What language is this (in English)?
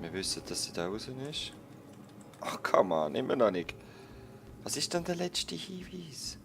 Swiss German